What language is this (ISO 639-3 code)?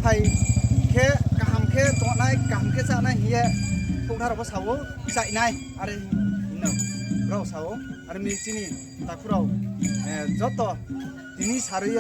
ria